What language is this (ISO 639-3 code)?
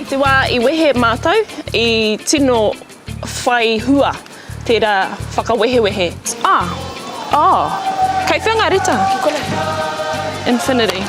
mri